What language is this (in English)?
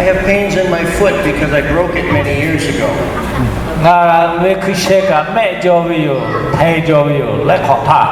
Lahu